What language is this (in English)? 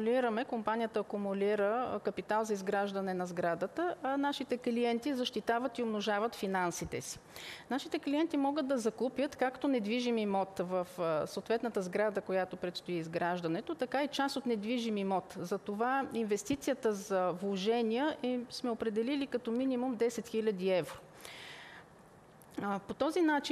Bulgarian